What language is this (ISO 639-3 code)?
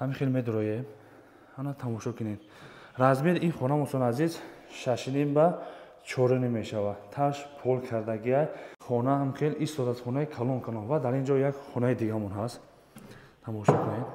tgk